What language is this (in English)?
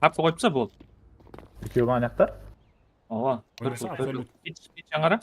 Kara-Kalpak